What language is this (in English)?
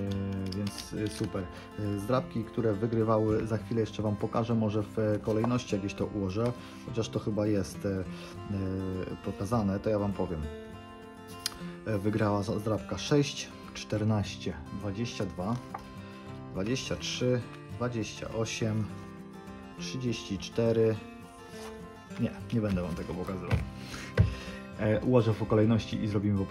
Polish